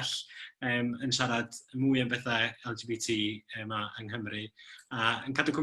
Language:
Welsh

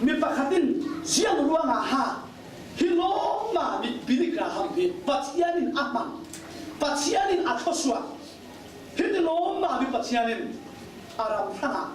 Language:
Falam Chin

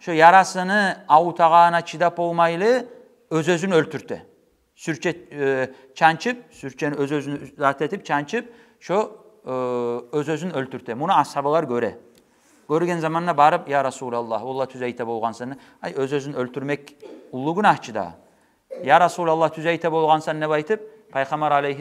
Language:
Kumyk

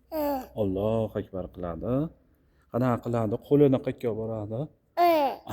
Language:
Uzbek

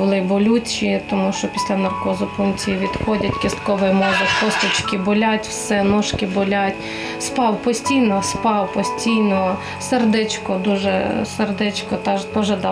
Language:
Ukrainian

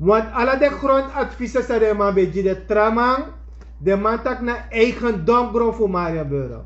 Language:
Sranan Tongo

